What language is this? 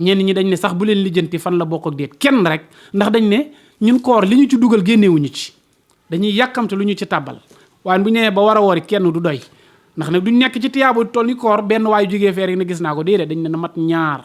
Wolof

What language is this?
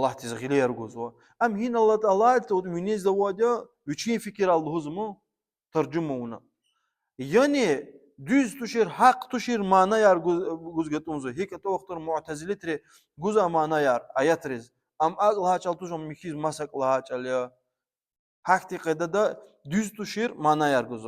Lezghian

